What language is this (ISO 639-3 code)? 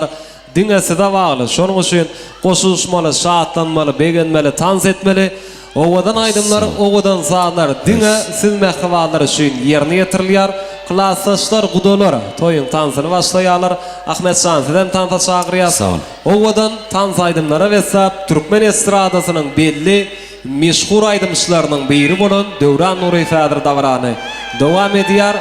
tuk